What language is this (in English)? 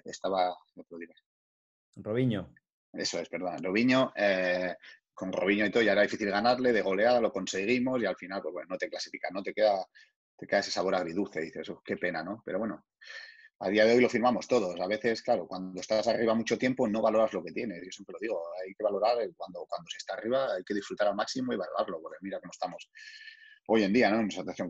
Spanish